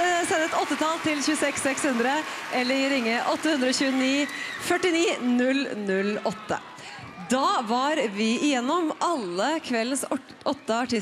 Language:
Norwegian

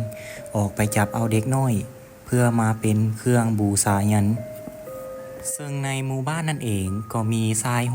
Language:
Lao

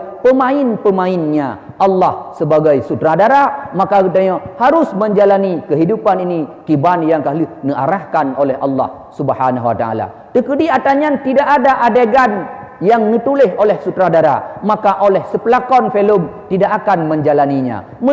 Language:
Achinese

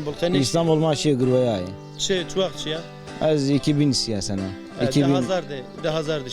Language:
Zaza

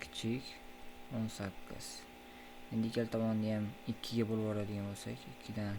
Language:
Uzbek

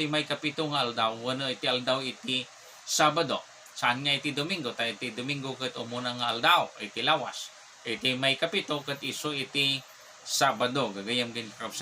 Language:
Iloko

